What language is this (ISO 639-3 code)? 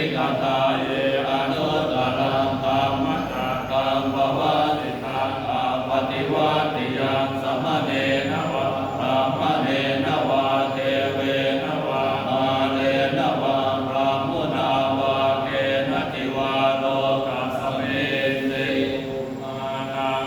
pli